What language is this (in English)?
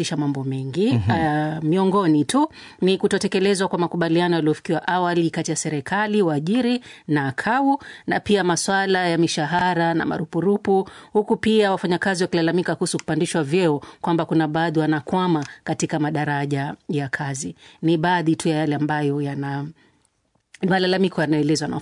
Swahili